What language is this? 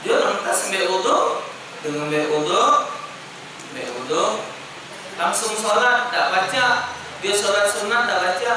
Musi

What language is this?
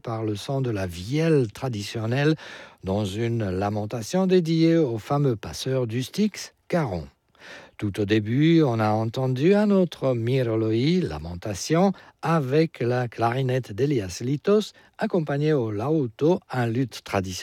French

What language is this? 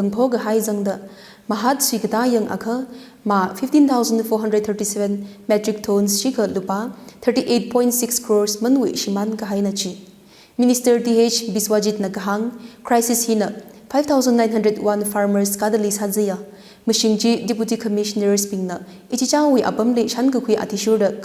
Tangkhul Naga (India)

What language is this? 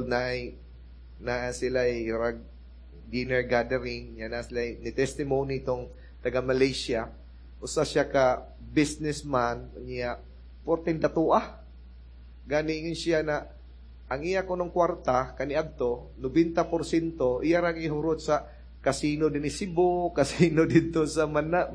Cebuano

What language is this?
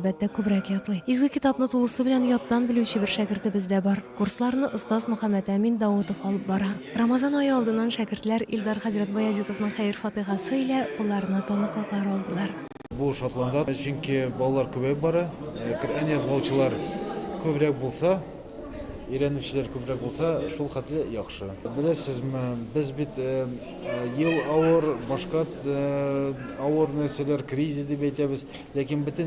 Tatar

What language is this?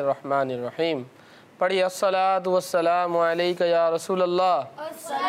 Hindi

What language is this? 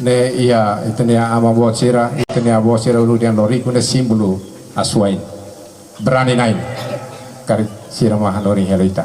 Tetum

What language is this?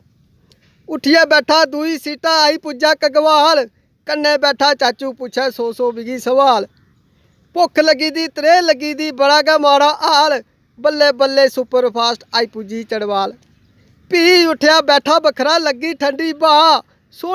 Dogri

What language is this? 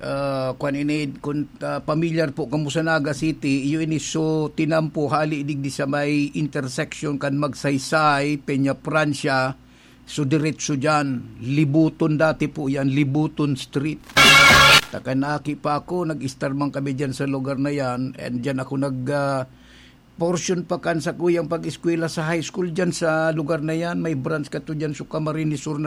Bikol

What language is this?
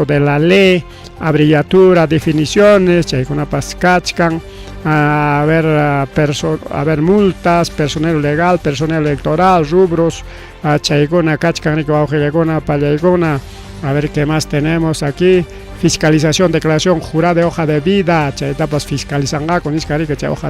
Ayacucho Quechua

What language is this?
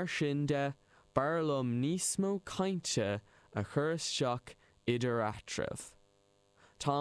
Irish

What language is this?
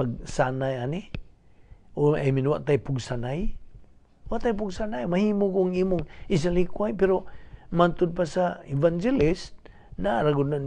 Cebuano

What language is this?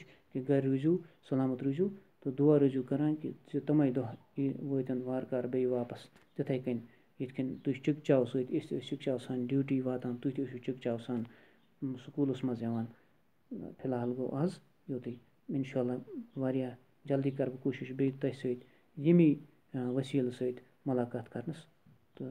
Kashmiri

